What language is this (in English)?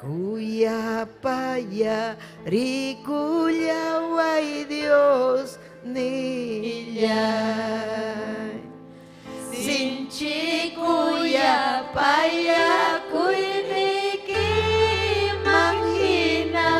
Ayacucho Quechua